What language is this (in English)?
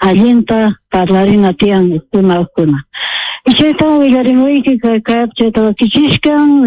South Bolivian Quechua